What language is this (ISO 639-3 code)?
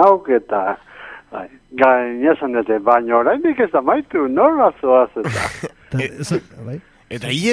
eus